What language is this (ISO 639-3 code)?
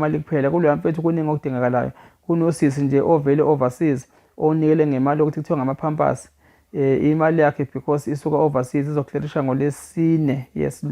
zul